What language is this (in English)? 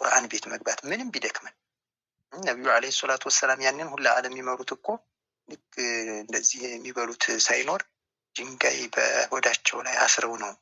Amharic